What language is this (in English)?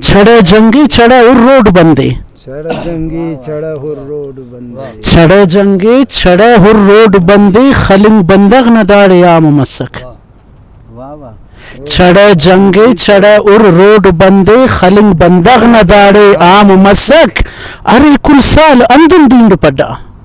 Brahui